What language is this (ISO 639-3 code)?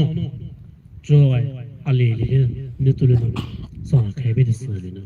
pmx